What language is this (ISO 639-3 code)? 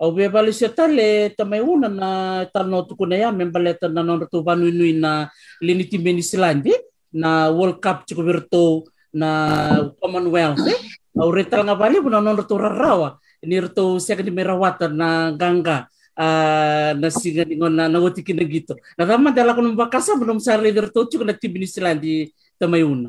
fij